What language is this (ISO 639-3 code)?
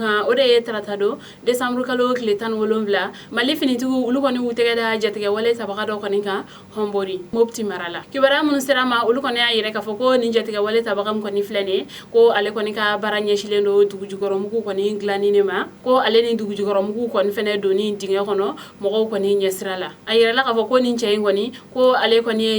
bam